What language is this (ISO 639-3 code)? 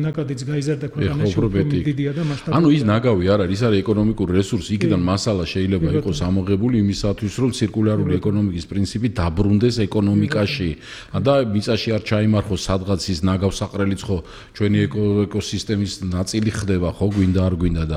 kat